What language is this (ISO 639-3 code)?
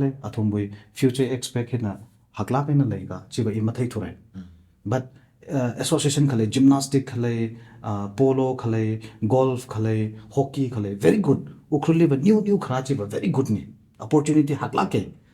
nmf